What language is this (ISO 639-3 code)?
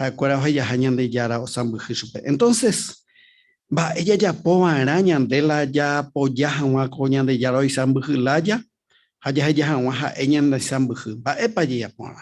grn